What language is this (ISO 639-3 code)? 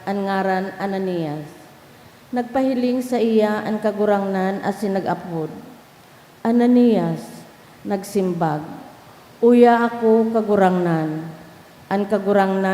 bik